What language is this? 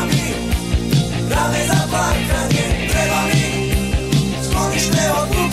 Serbian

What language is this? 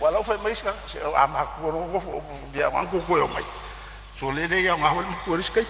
Samoan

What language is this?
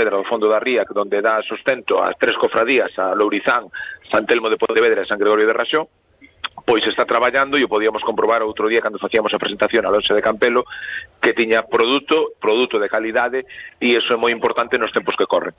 Galician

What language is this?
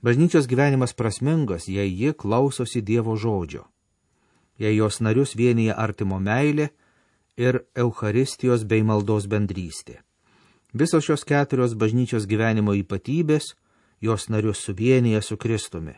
Lithuanian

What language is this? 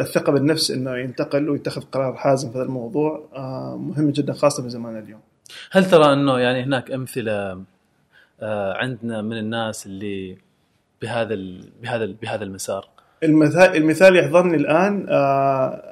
Gulf Arabic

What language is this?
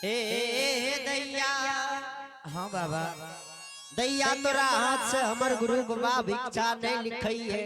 Angika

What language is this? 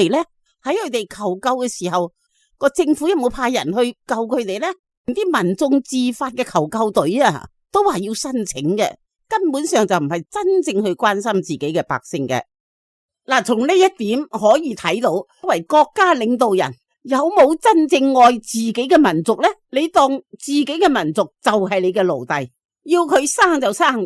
Cantonese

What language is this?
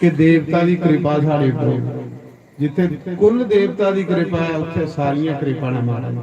Dogri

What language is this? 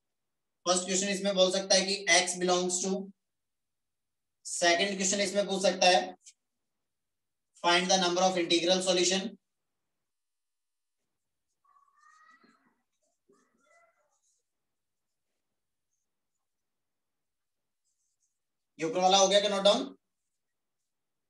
Hindi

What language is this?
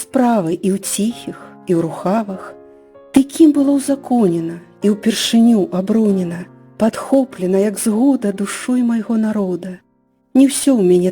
Belarusian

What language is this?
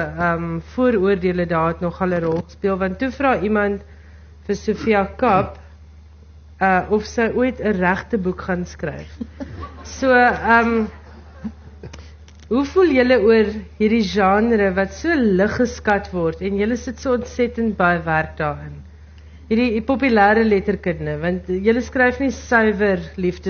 Afrikaans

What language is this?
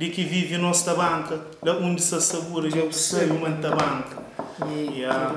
Kabuverdianu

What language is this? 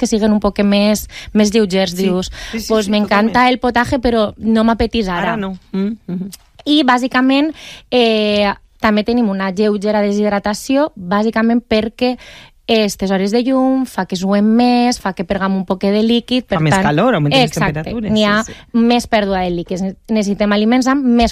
Catalan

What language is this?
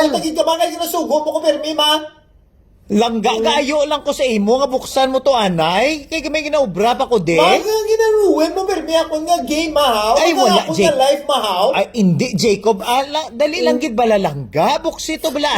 Hiligaynon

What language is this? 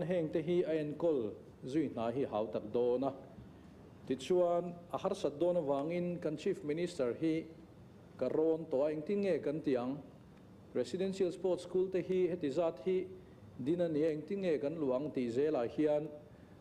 Mizo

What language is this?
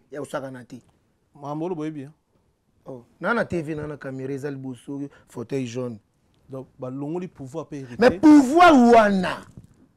Lingala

